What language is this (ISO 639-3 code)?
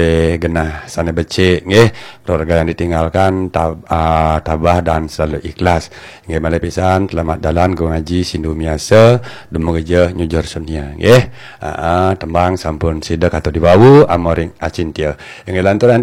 ban